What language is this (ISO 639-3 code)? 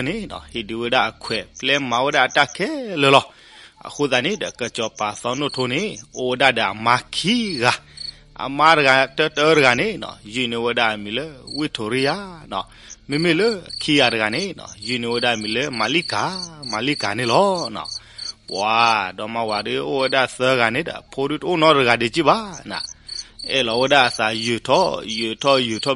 ksw